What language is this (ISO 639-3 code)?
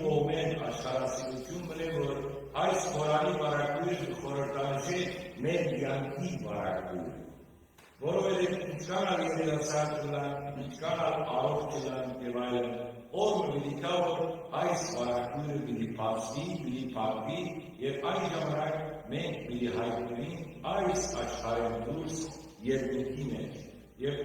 hyw